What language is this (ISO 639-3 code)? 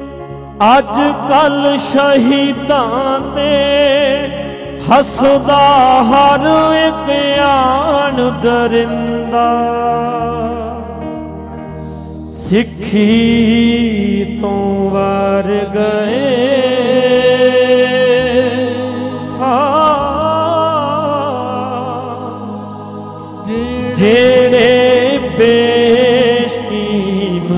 pan